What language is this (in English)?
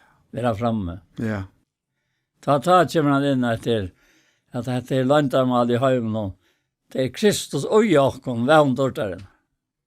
Faroese